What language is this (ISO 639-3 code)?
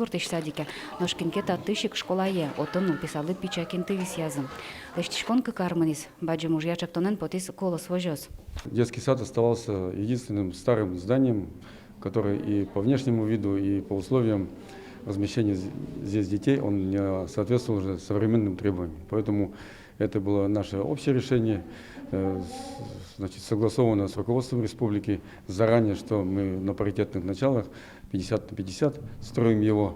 udm